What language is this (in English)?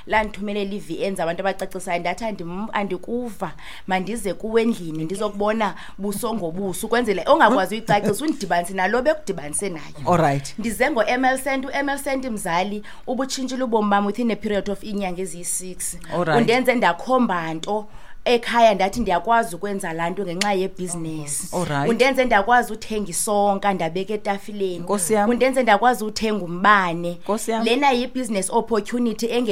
Xhosa